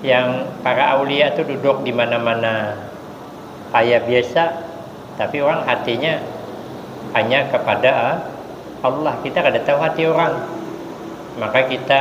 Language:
Banjar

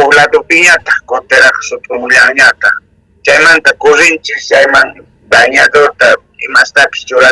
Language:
South Bolivian Quechua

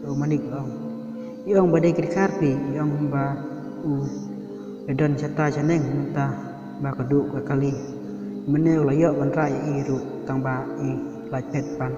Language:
Khasi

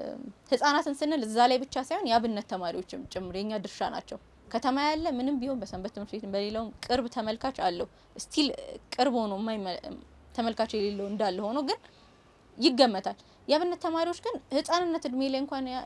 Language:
Amharic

